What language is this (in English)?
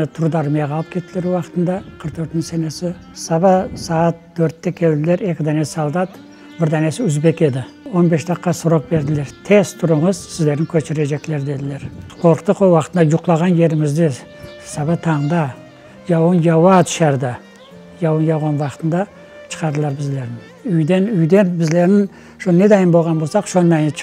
Crimean Tatar